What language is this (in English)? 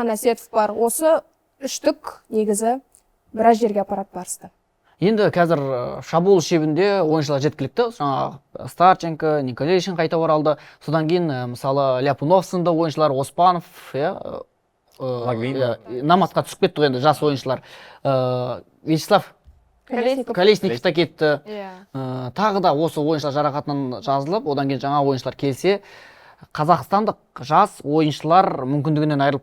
Kazakh